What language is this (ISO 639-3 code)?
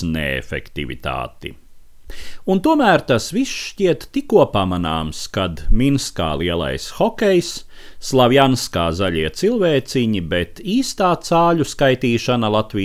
lav